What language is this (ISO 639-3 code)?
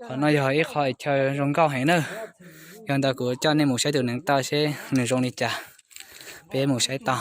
hmn